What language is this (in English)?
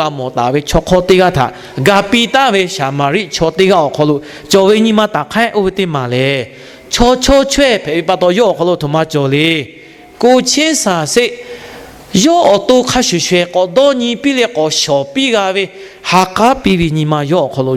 Lahu